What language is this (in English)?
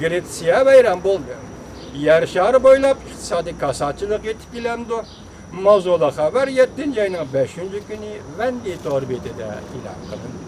Uyghur